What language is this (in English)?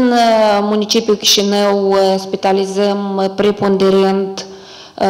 Romanian